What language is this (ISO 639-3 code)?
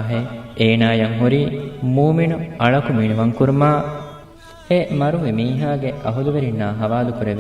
div